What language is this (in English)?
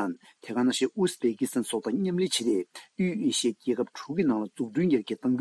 Tibetan